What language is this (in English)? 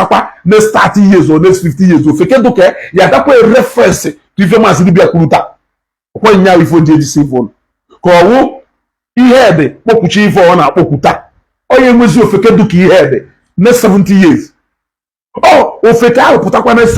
Igbo